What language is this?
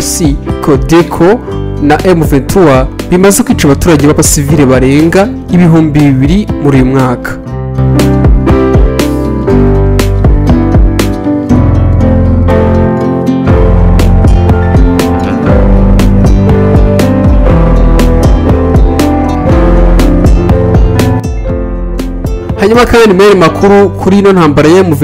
Kinyarwanda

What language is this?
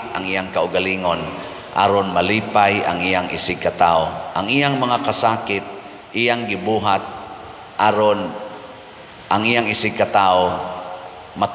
Cebuano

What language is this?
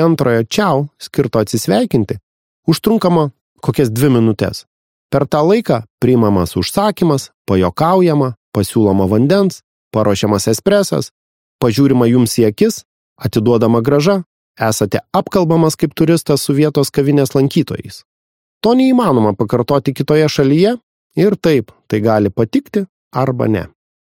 Lithuanian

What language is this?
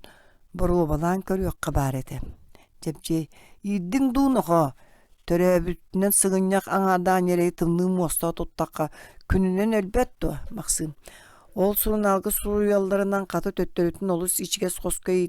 Yakut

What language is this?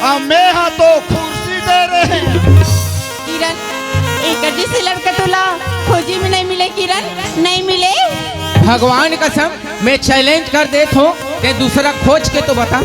Chhattisgarhi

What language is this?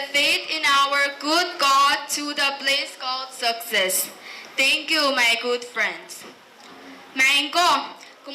Pohnpeian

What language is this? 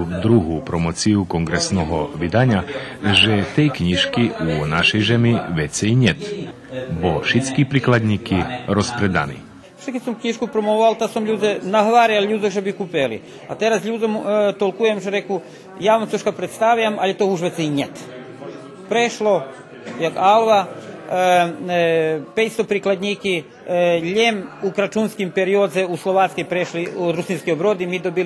Rusyn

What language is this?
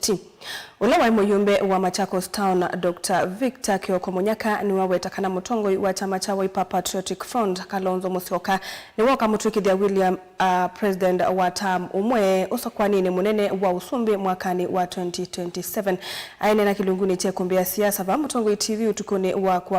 Kamba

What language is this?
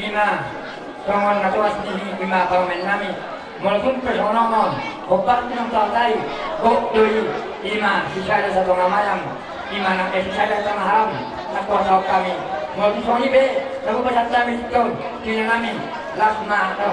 Batak Toba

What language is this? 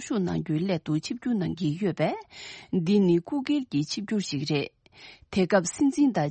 Tibetan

